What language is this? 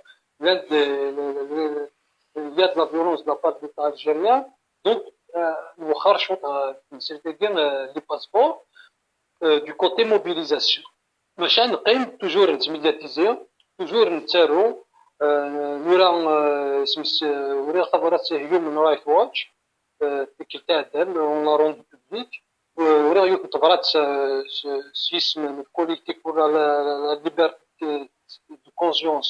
Kabyle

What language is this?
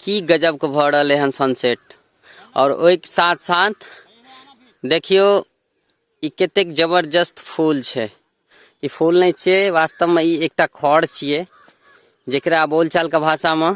Maithili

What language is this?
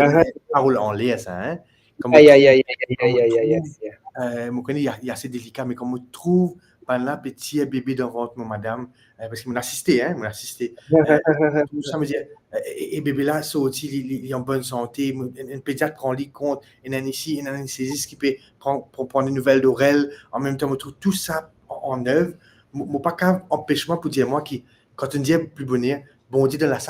Morisyen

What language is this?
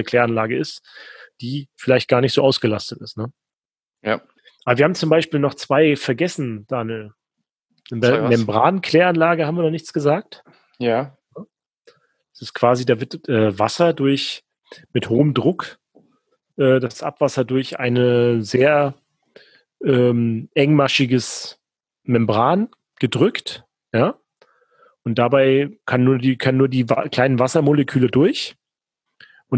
German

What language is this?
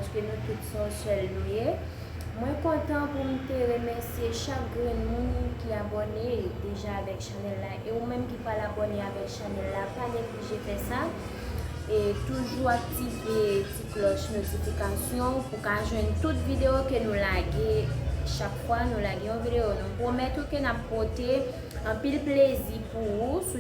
Haitian Creole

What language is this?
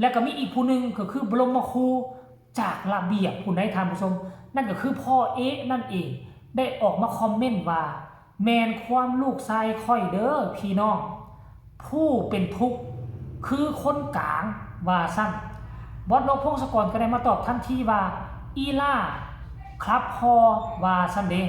Northeastern Thai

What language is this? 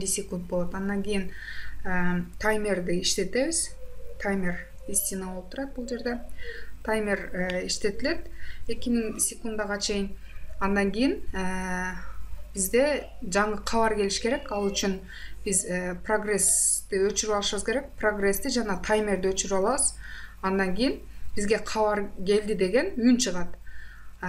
Kyrgyz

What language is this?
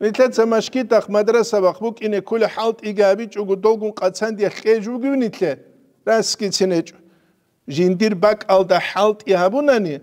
Avaric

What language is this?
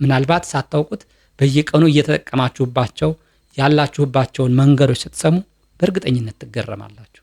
Amharic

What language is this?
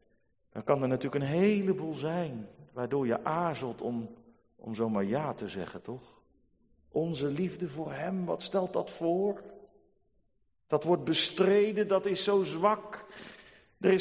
Dutch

